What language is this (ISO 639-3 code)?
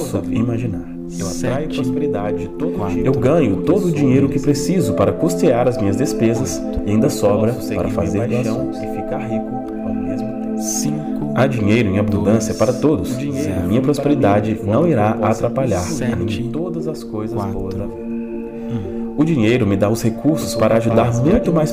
por